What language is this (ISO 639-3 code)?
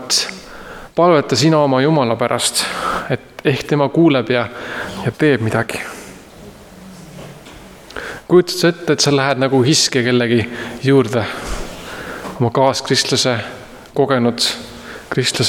est